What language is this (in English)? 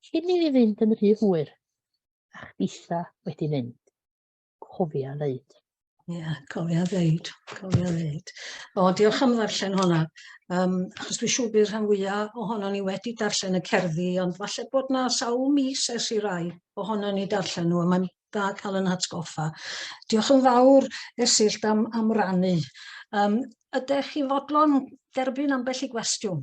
Welsh